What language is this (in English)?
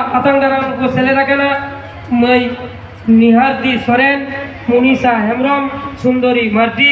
Santali